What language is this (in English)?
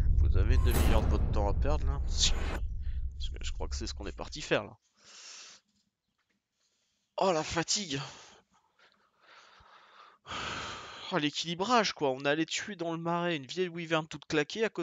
French